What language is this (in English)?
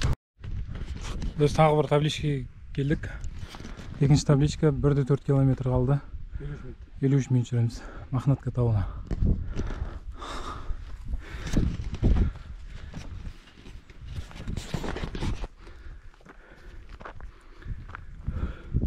Kazakh